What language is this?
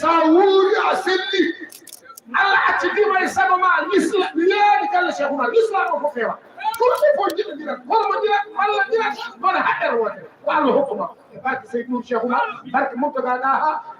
Fula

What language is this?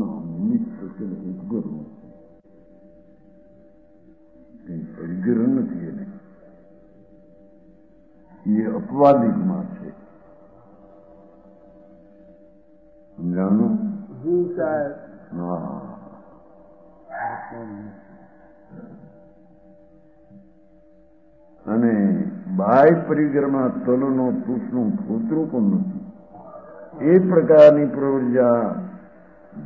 Gujarati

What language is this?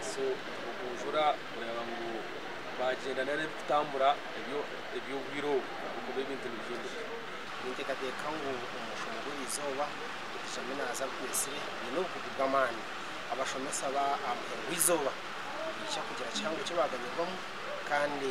Nyankole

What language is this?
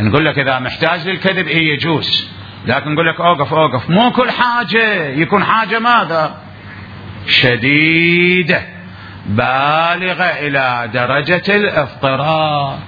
Mesopotamian Arabic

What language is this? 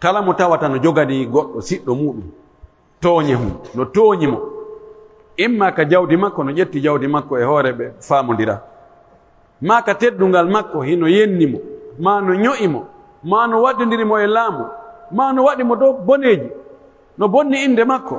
Pular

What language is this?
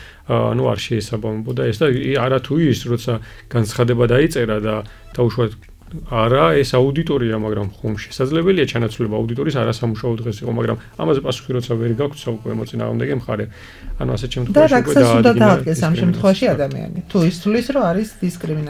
Georgian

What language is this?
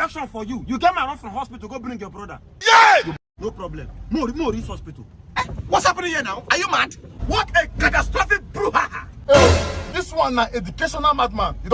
Nigerian Pidgin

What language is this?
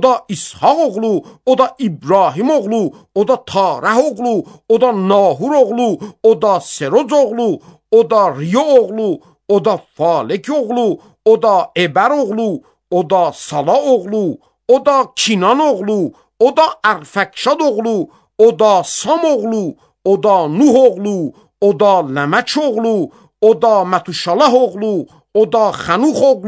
Azerbaijani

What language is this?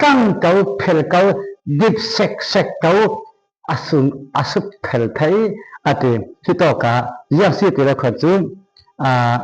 Falam Chin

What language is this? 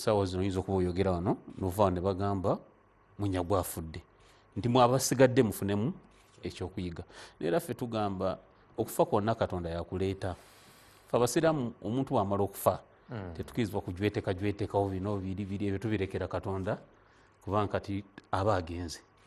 Ganda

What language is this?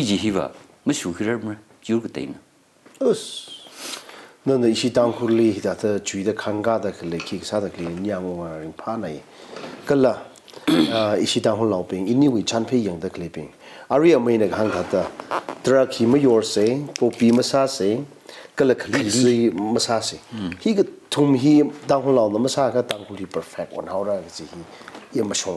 Tangkhul Naga (India)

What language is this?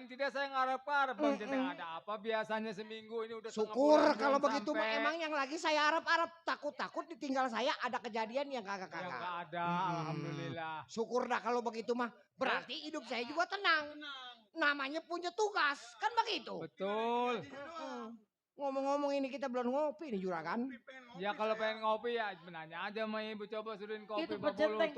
Betawi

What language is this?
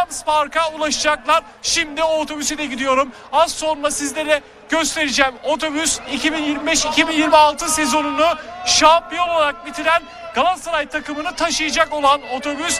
Turkish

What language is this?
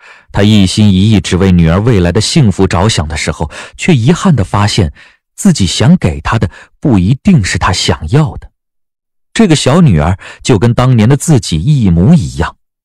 Chinese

